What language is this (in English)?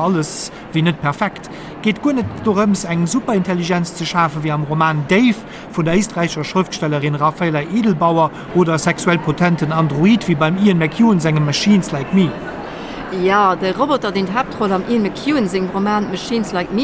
Luxembourgish